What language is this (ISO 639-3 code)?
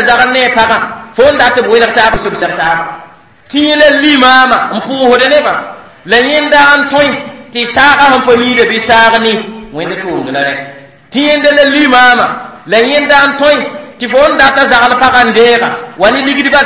mos